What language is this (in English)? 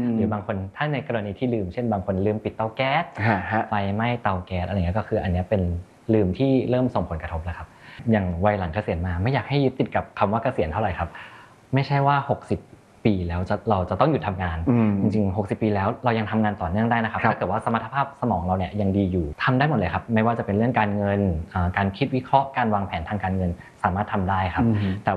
Thai